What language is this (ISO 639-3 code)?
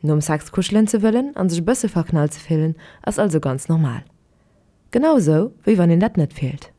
ltz